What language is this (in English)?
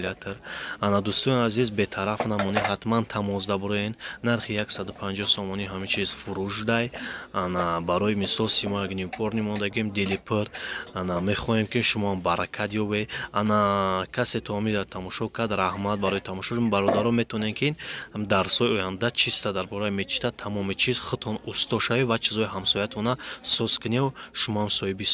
Tajik